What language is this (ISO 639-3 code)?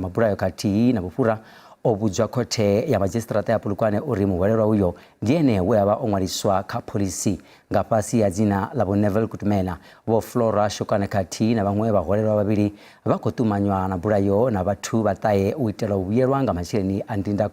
ven